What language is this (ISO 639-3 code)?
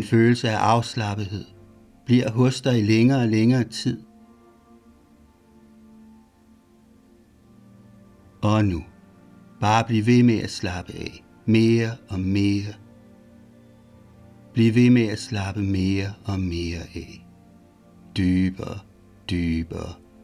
dan